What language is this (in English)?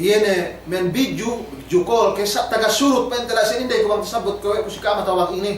Yakan